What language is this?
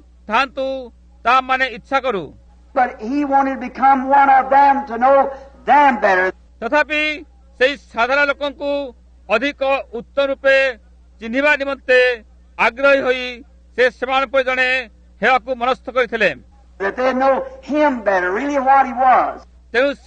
Odia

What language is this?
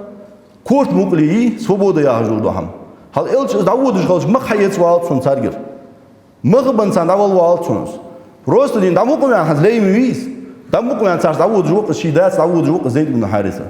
Ingush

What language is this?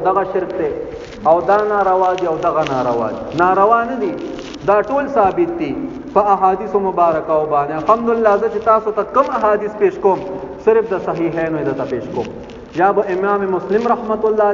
Pashto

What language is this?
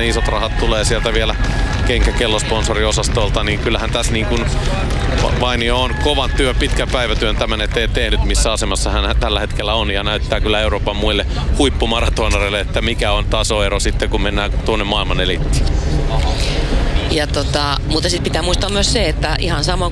Finnish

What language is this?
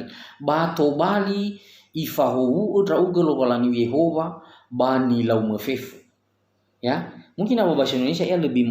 Nias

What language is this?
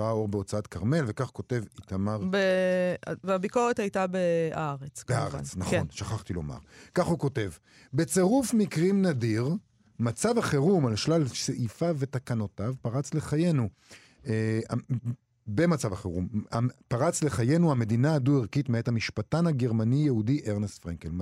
Hebrew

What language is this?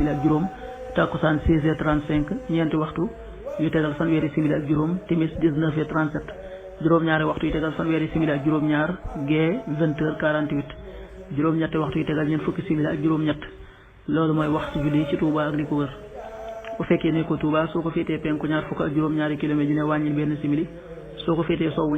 Wolof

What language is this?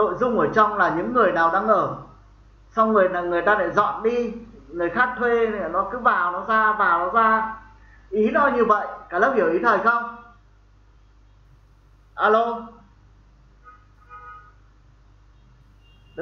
Vietnamese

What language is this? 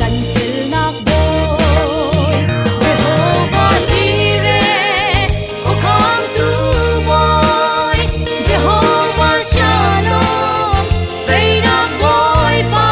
Falam Chin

